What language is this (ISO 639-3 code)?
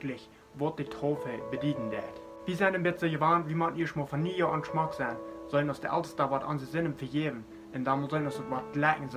pdt